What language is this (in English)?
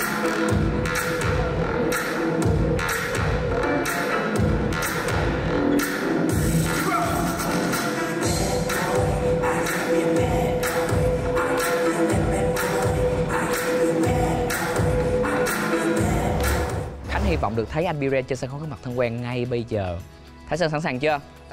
Vietnamese